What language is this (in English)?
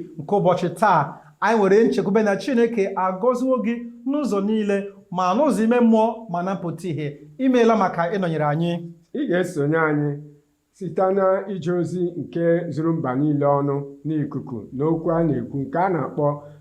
Igbo